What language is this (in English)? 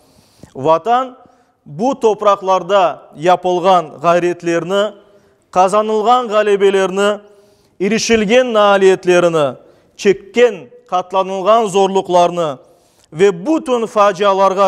Crimean Tatar